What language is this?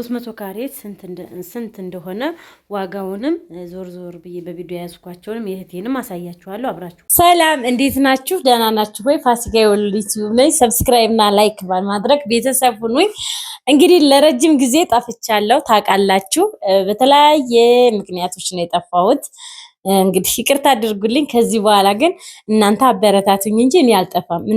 Amharic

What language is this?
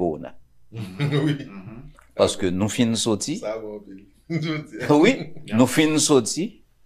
Haitian Creole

